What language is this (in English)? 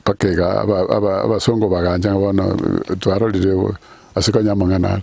Gusii